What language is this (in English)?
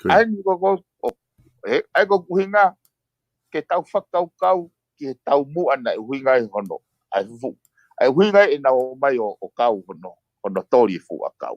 Tongan